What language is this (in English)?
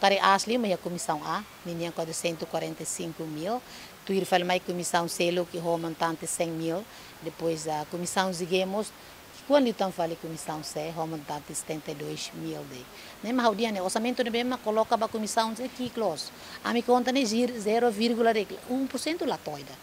Tetum